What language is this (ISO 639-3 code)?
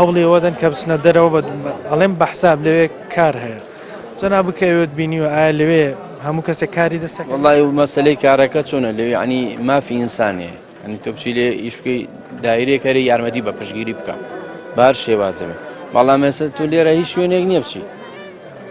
ckb